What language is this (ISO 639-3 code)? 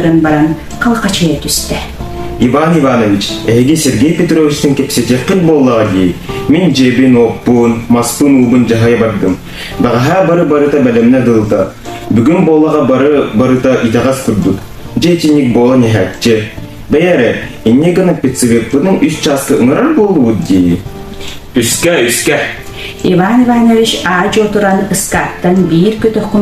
sah